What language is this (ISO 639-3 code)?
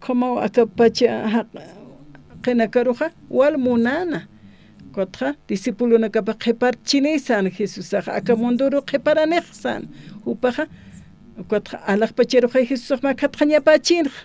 aym